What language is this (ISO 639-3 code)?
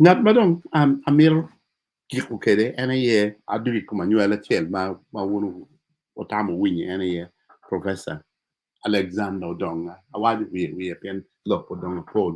ach